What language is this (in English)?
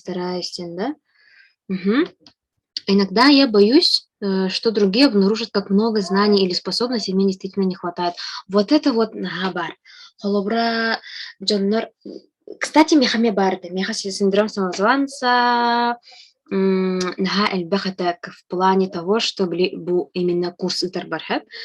Yakut